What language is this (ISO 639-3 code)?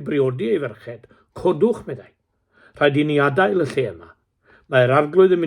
cym